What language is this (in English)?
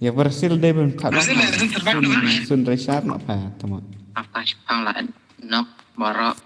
Khasi